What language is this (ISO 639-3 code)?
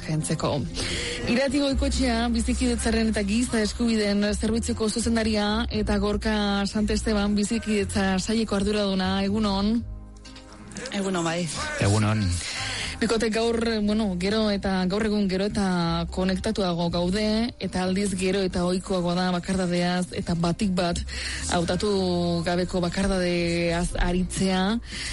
eus